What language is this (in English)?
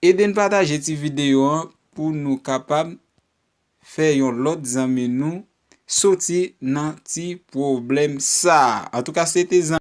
Haitian Creole